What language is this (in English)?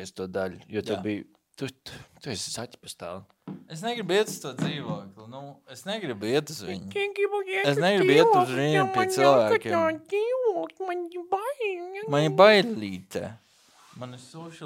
Latvian